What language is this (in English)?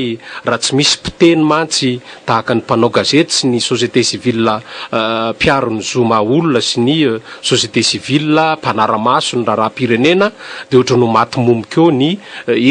Malagasy